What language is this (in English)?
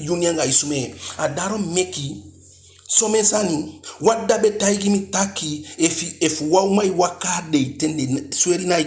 Eastern Maroon Creole